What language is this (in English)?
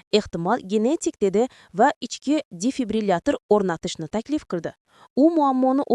Uzbek